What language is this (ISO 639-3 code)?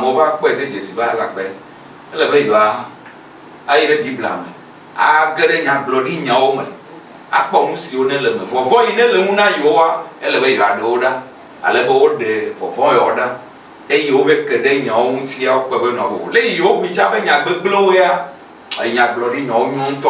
ewe